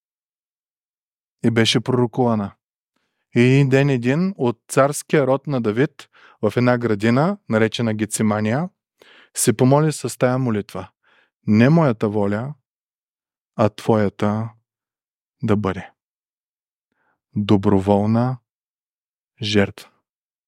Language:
Bulgarian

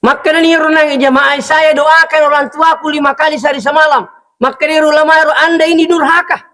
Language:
Buginese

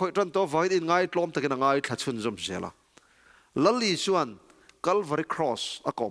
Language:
Mizo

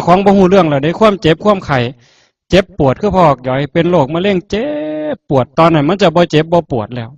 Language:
Northeastern Thai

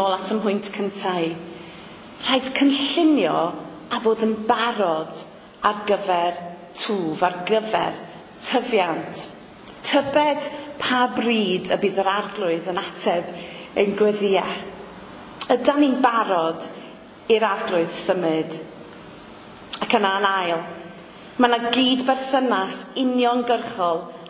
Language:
Welsh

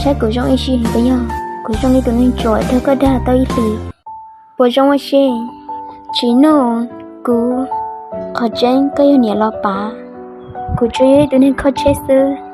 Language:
Hmong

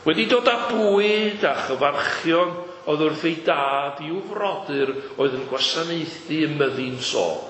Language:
Welsh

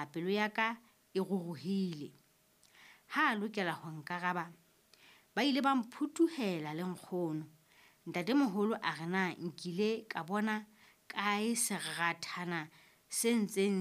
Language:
Southern Sotho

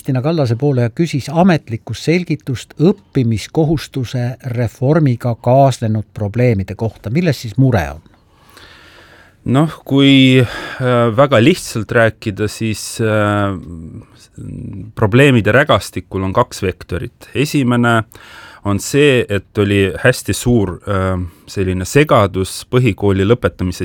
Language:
Estonian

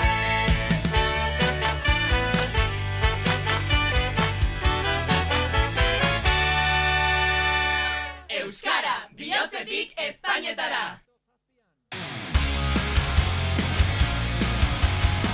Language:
Basque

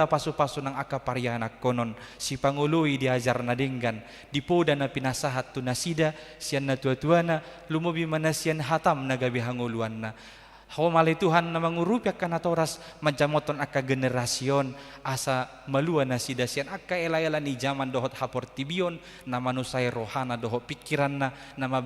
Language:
Batak Toba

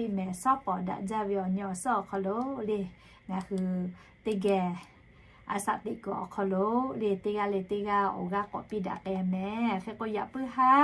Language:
Lahu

